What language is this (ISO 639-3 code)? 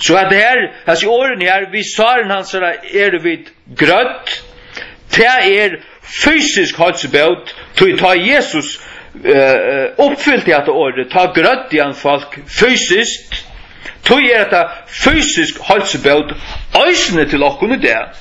fao